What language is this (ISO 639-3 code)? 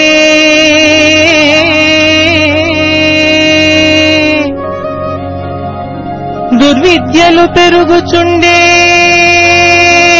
tel